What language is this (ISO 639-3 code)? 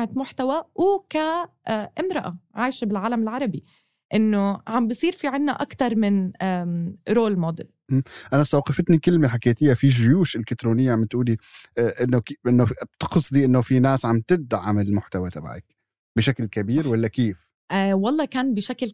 apc